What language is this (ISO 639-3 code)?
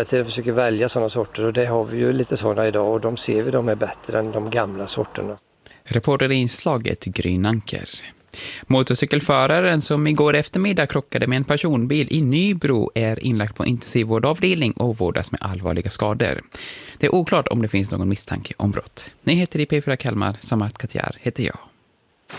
swe